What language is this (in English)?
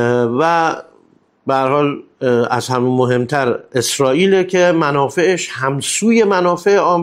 Persian